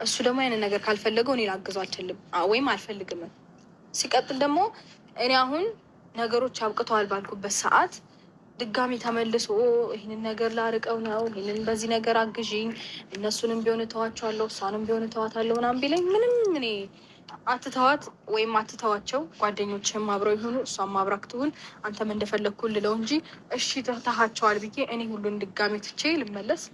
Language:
Amharic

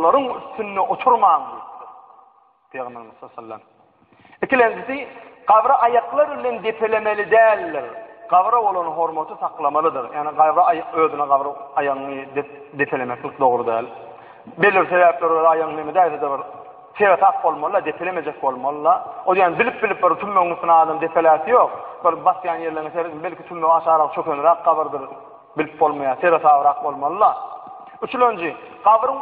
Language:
Turkmen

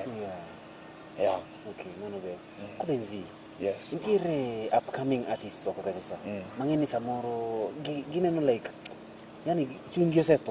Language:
Luo (Kenya and Tanzania)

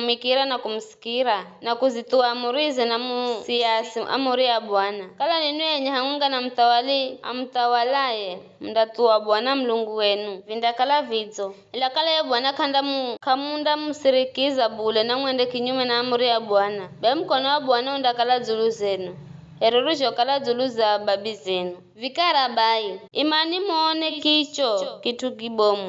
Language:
Giryama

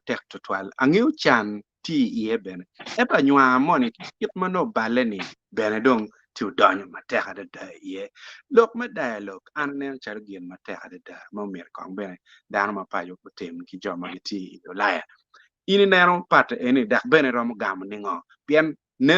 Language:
Acoli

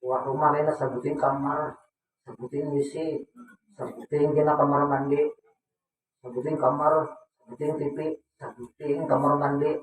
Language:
Banjar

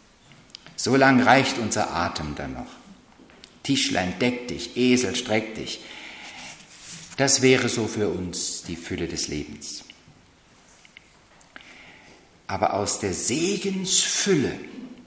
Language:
German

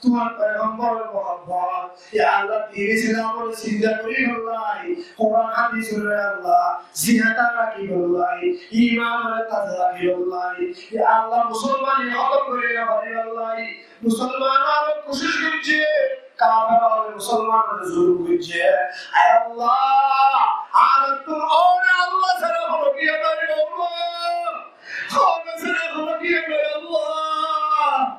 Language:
Rohingya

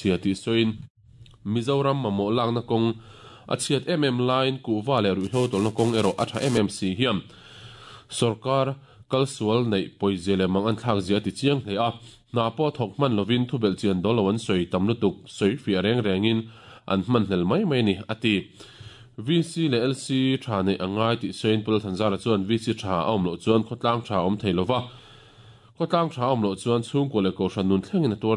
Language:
Mizo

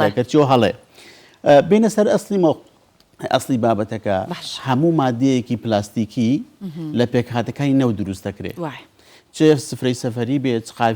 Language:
Central Kurdish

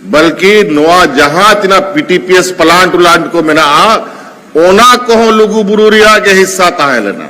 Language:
Santali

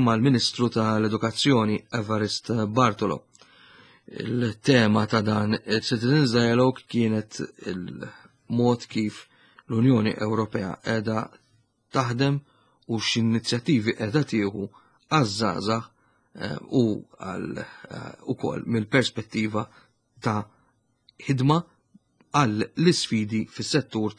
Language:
Maltese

